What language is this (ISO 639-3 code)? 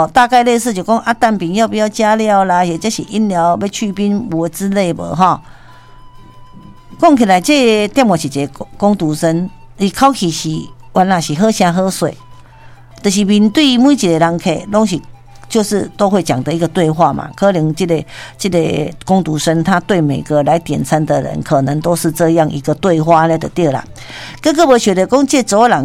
nan